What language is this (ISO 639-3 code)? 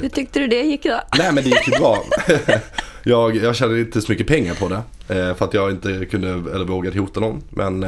swe